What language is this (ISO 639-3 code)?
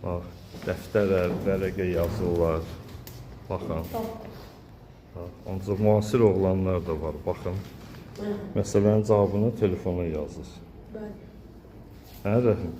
aze